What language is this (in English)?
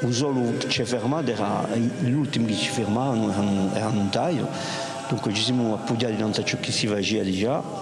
Corsican